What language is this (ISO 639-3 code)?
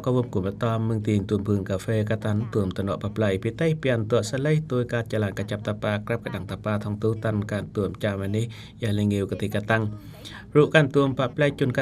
cjm